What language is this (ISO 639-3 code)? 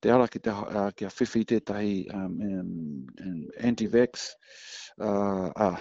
mri